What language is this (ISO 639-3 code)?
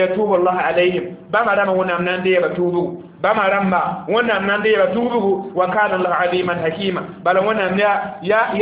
mos